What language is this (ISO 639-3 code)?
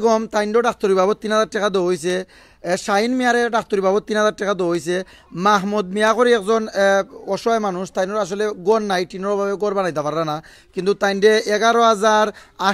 syl